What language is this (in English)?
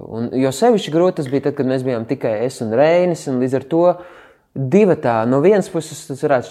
Latvian